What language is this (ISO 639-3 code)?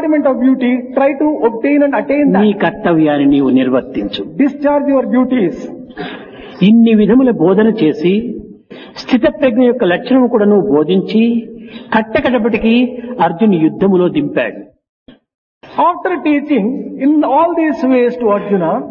tel